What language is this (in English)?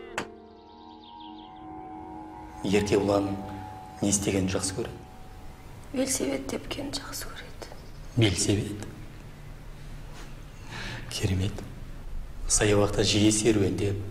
Kazakh